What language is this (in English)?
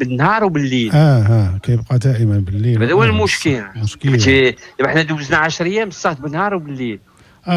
Moroccan Arabic